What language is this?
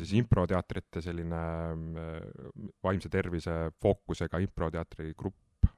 Estonian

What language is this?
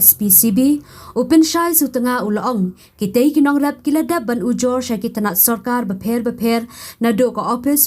Khasi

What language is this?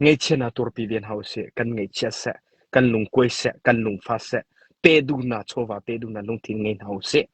Hakha Chin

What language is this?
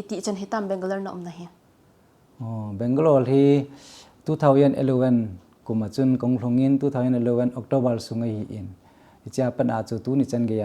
Thado Chin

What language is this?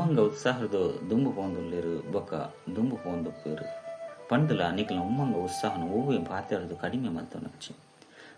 Tulu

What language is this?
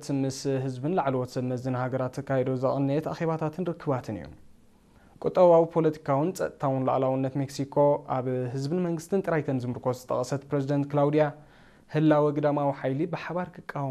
Tigrinya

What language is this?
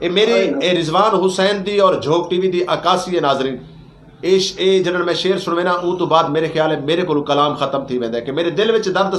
Saraiki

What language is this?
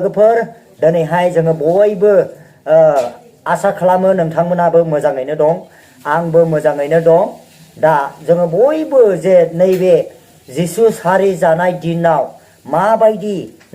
Bodo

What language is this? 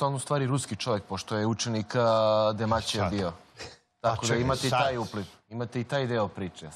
Serbian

